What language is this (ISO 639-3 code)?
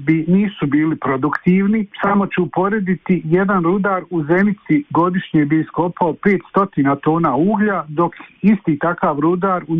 bos